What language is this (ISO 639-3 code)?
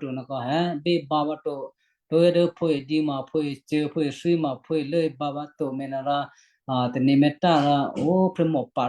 kyu